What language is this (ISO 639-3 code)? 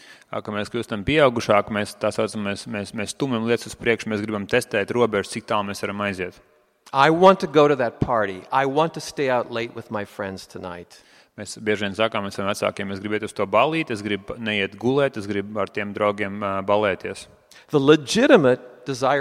lav